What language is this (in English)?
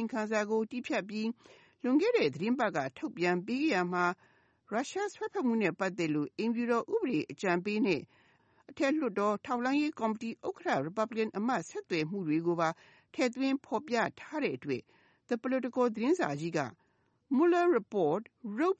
Burmese